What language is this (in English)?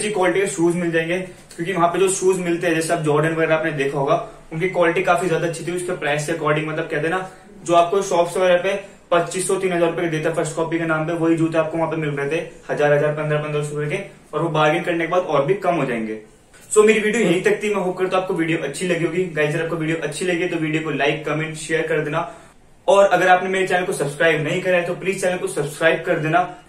Hindi